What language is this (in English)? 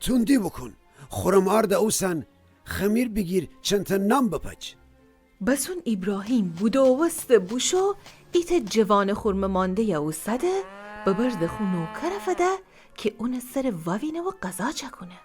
Gilaki